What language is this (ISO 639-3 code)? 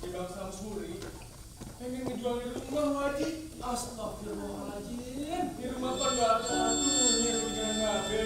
bew